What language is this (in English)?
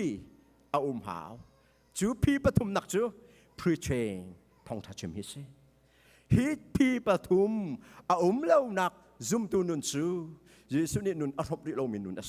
Hakha Chin